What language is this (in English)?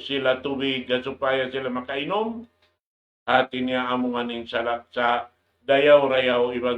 Tausug